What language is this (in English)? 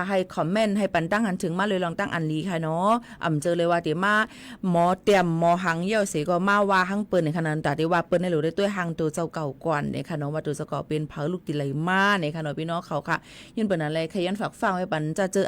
Shan